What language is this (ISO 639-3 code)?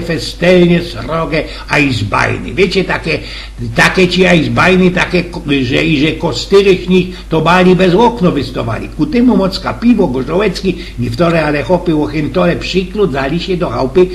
szl